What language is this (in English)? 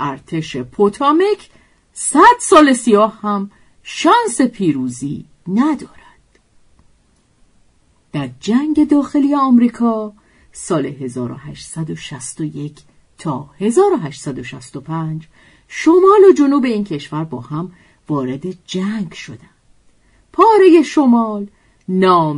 Persian